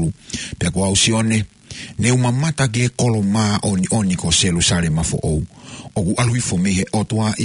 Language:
Tongan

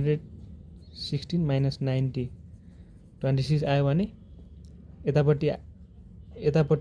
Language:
Nepali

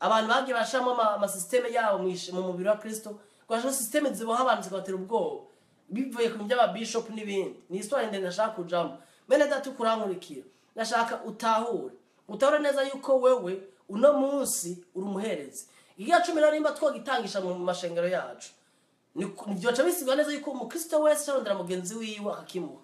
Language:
Rundi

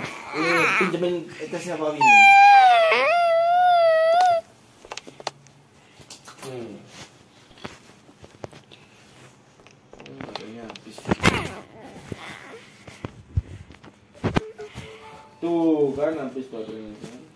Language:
Indonesian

